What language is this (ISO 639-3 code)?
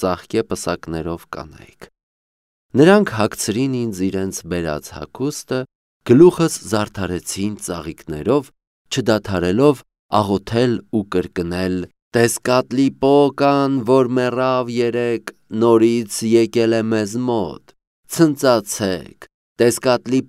hye